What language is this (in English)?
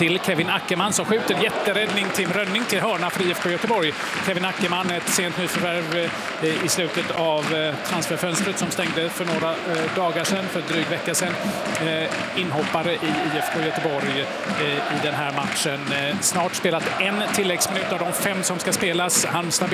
Swedish